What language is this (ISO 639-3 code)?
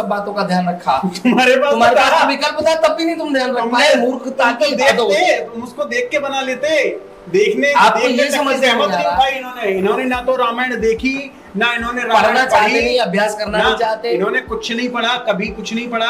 hin